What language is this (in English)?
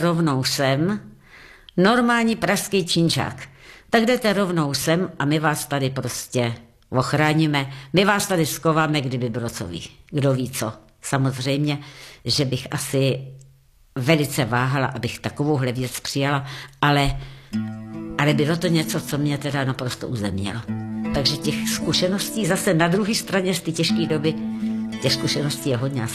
Czech